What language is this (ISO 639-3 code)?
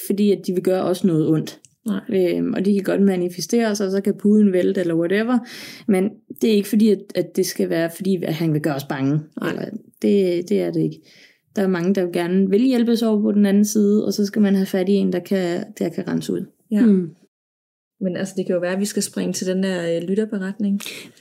dan